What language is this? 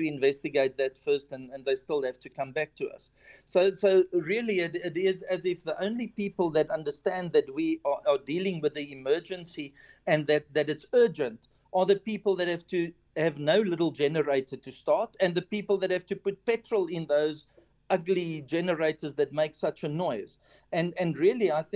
English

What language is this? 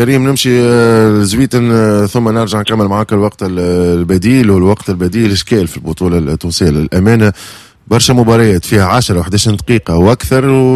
Tunisian Arabic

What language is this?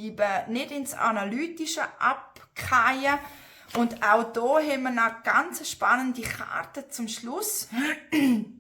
Swiss German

